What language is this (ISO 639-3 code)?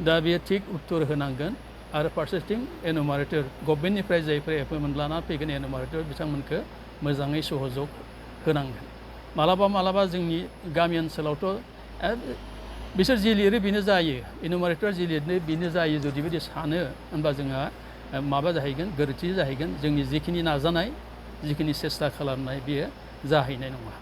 brx